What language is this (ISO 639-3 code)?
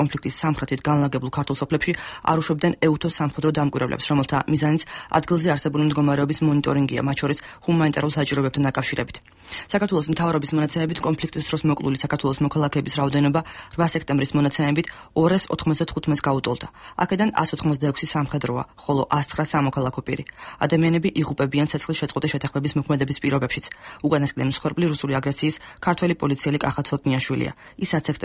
kat